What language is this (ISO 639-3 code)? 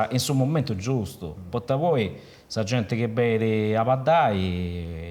srd